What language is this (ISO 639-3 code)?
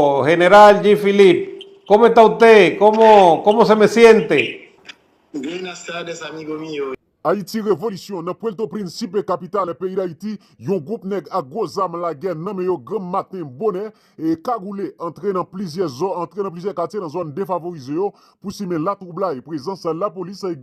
hat